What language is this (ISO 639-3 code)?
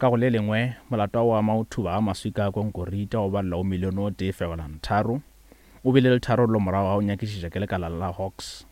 nso